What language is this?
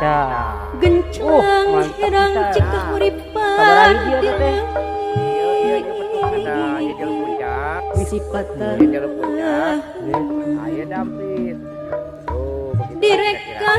Sundanese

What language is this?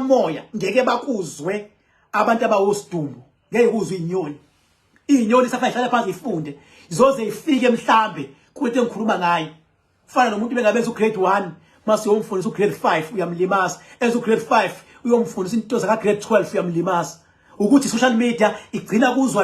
Zulu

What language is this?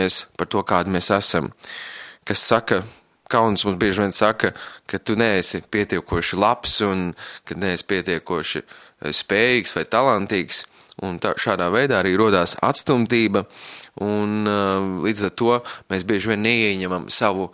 Latvian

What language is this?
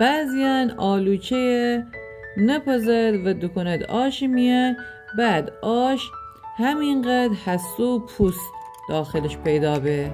Gilaki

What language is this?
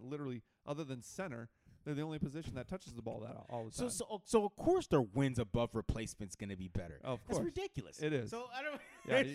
English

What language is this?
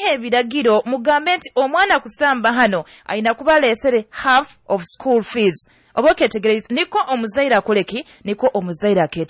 Nyoro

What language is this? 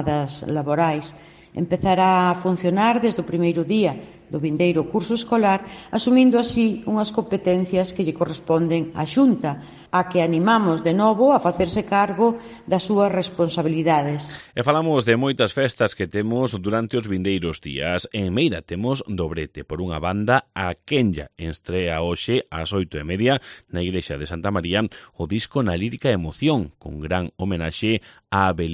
Galician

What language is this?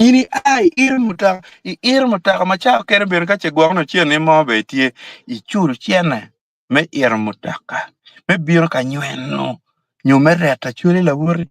Acoli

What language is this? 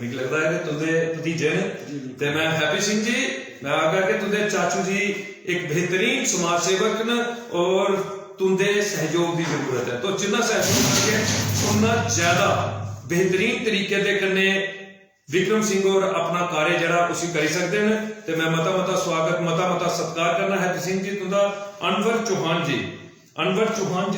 Dogri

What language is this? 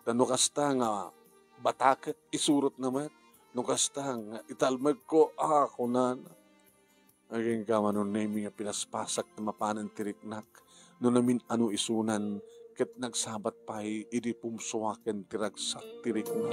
Iloko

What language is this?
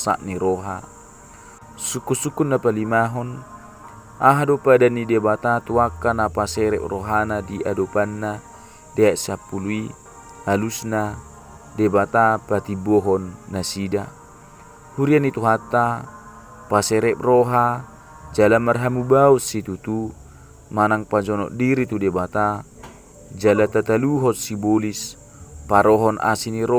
Batak Toba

